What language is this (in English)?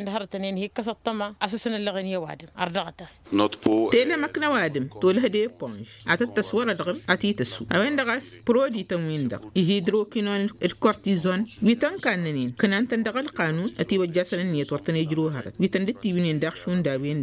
Tamasheq